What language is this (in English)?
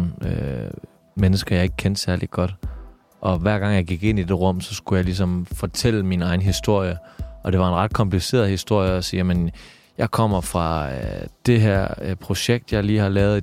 Danish